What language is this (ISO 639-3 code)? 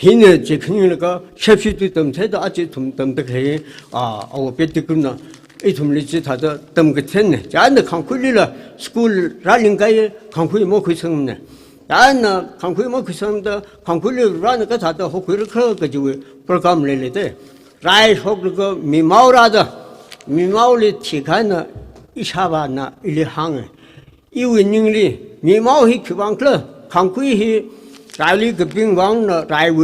nmf